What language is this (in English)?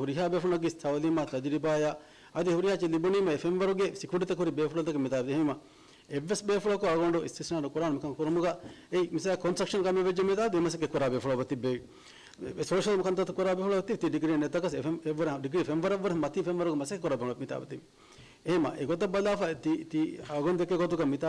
Divehi